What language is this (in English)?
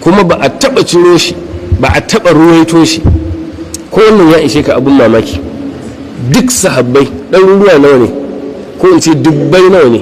Hausa